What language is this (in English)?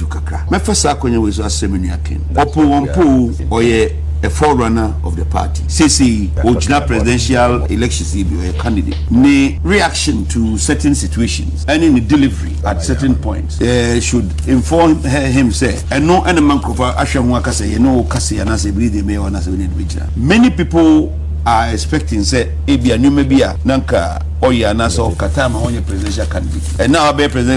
Akan